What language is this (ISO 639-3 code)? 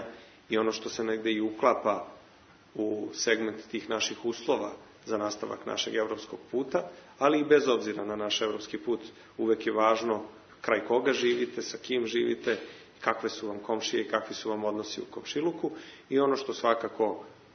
srp